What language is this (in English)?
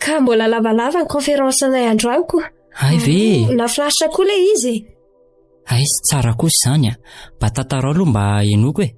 Malagasy